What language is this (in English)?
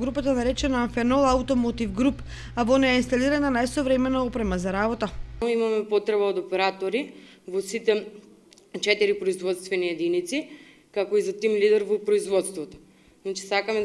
Macedonian